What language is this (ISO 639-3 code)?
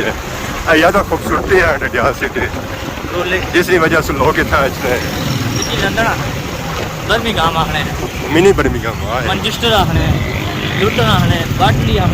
phr